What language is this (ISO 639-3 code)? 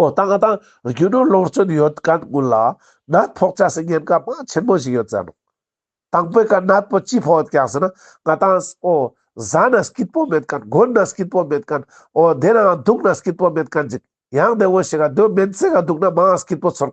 lbj